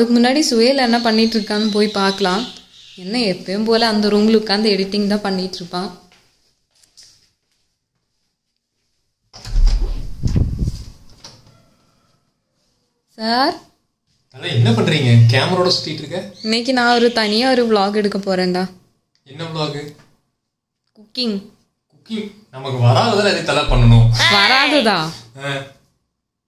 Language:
Tamil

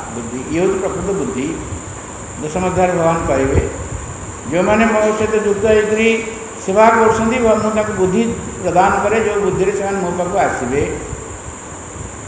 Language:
Odia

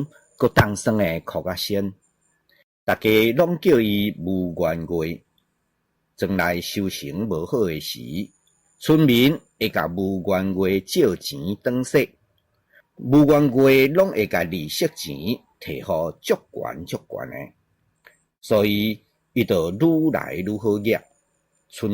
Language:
Min Nan Chinese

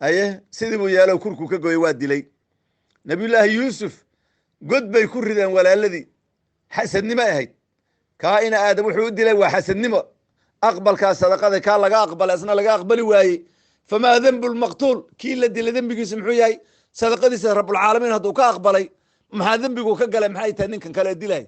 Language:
Somali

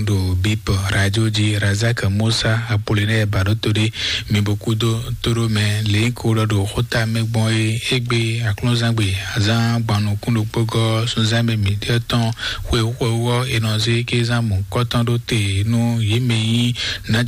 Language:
Fon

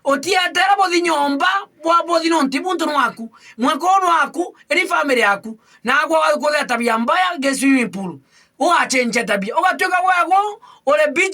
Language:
Meru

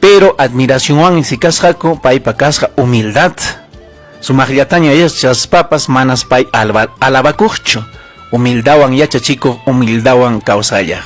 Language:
Ayacucho Quechua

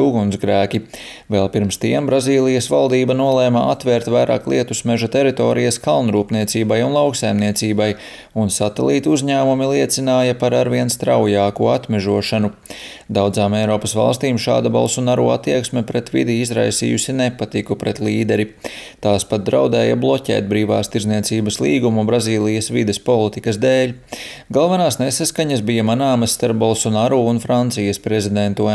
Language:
Latvian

